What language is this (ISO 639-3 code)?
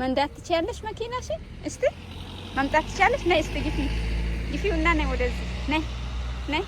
amh